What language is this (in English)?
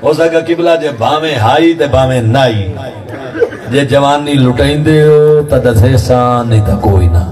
Saraiki